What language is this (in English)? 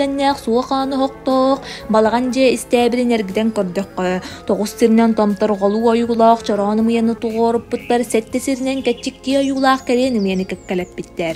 Yakut